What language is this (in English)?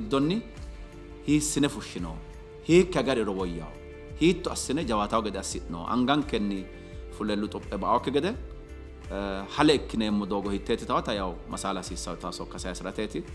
Sidamo